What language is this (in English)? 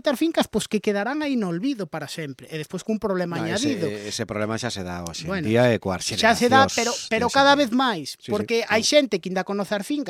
Galician